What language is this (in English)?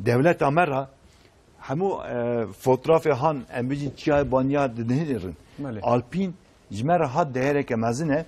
Kurdish